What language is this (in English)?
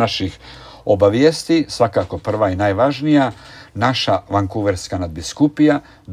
Croatian